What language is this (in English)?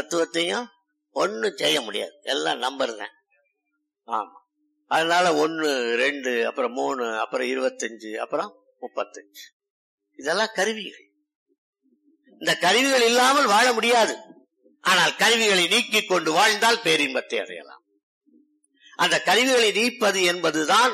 Tamil